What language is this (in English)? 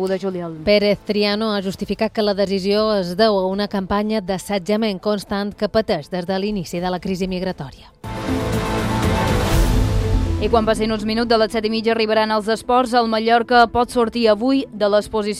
Catalan